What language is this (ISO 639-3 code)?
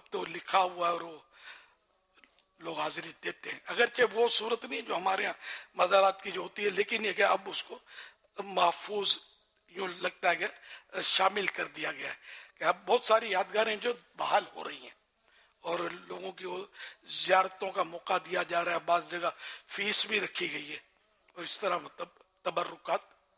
urd